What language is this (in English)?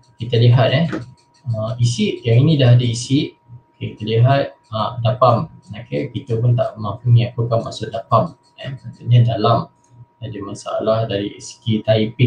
Malay